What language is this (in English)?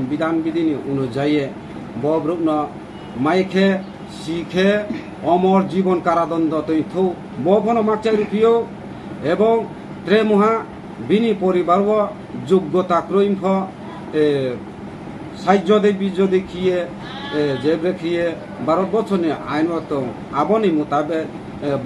Riang (India)